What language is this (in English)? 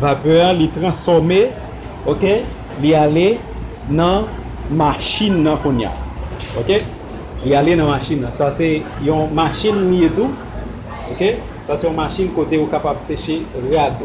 Haitian Creole